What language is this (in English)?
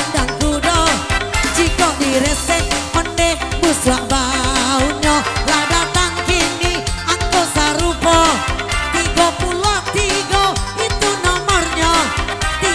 Minangkabau